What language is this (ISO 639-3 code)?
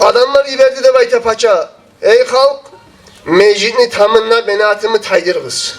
kum